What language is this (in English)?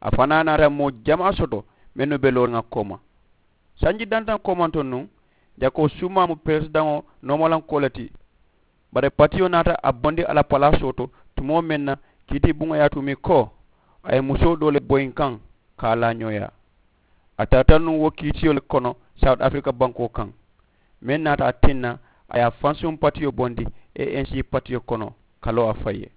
Mandingo